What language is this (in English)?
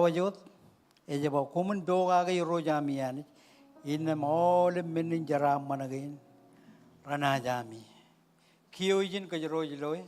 Marshallese